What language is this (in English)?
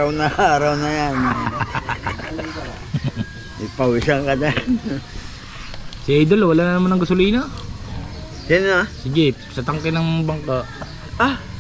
Filipino